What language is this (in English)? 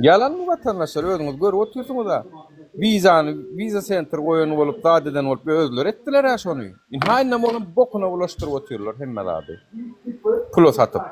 Turkmen